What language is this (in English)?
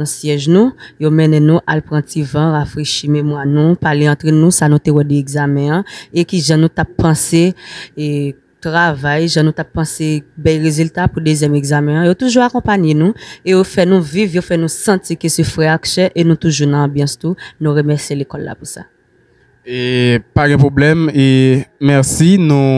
Haitian Creole